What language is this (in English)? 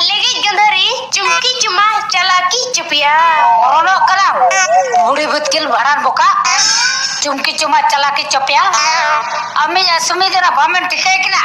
Santali